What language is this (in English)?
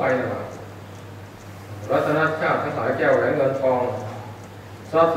Thai